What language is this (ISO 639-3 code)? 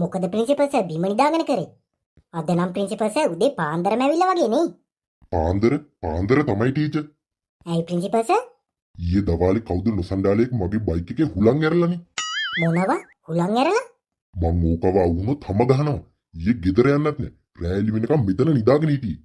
sin